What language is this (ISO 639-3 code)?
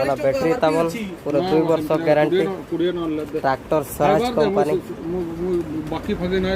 sat